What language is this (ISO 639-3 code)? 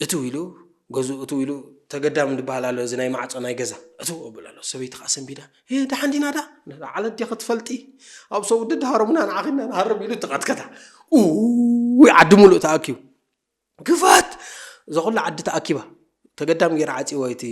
tir